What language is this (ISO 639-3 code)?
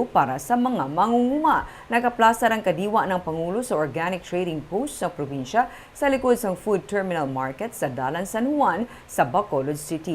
hil